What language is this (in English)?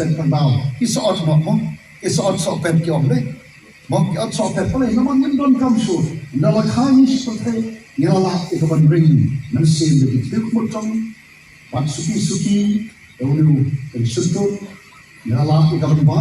Khasi